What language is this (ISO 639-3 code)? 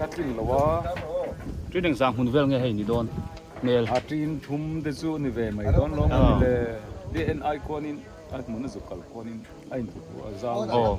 biu